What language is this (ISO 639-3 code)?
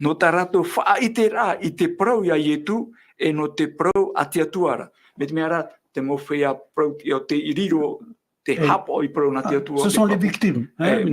tah